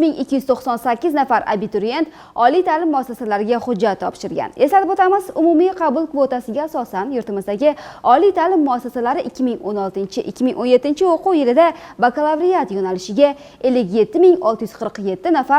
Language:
Uzbek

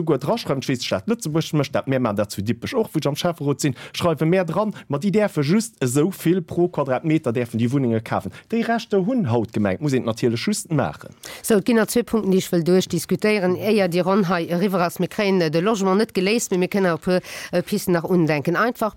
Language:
Luxembourgish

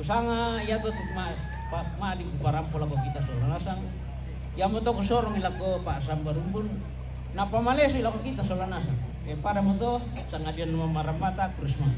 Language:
Toraja-Sa'dan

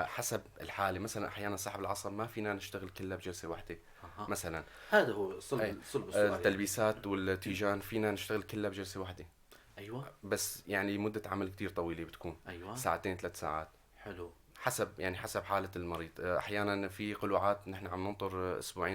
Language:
North Levantine Arabic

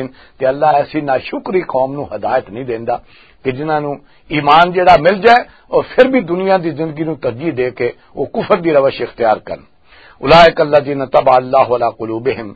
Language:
Western Panjabi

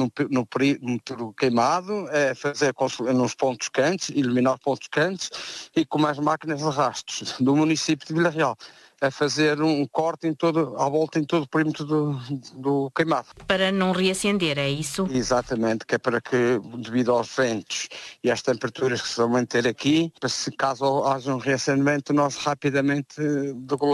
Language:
Portuguese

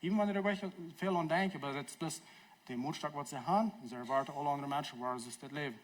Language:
Plautdietsch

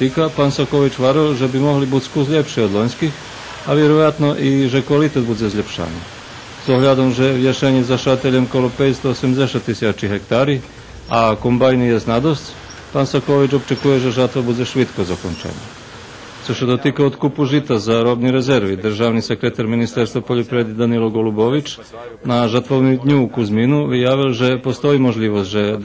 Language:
Rusyn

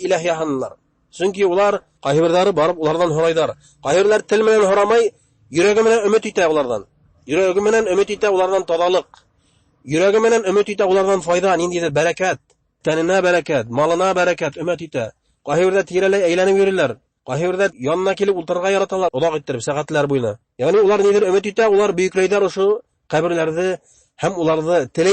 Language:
Bashkir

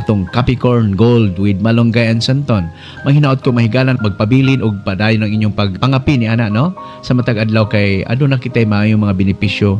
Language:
Cebuano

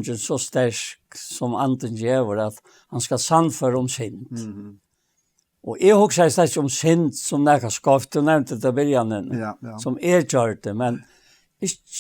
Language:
Faroese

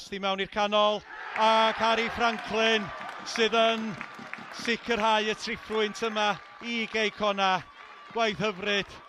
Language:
Welsh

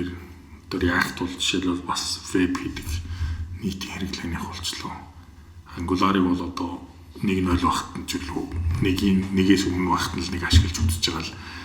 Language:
Mongolian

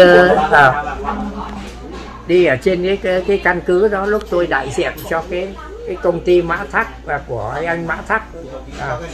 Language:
Vietnamese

